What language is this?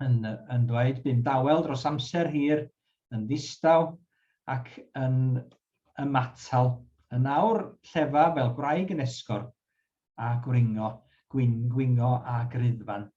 Welsh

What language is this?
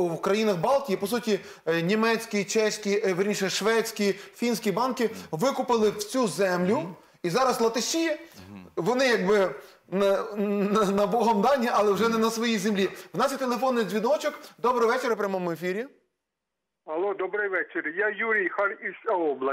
Ukrainian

